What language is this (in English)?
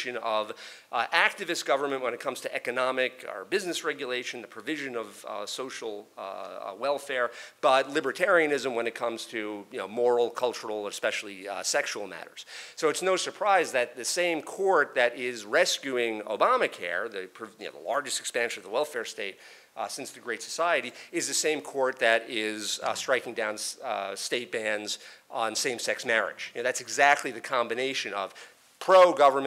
English